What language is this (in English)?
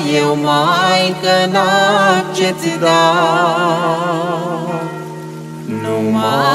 Romanian